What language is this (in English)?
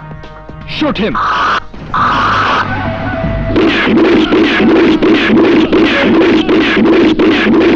Bangla